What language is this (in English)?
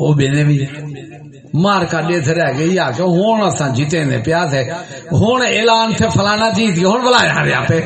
Saraiki